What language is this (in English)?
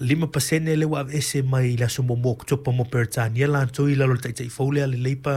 Samoan